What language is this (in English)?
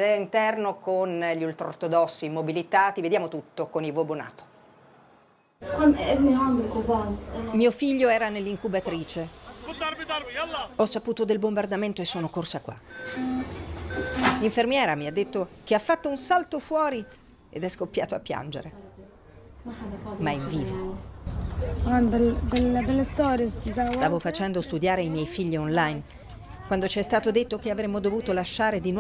Italian